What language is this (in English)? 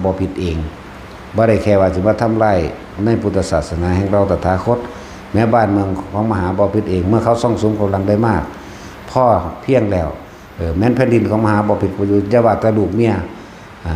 Lao